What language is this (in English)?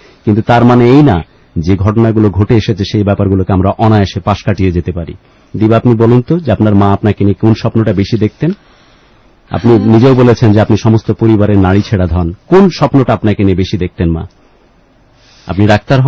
Bangla